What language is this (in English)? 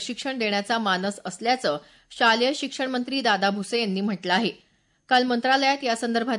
Marathi